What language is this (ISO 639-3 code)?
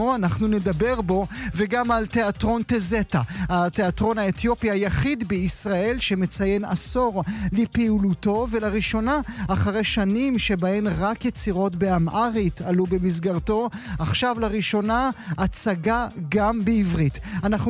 heb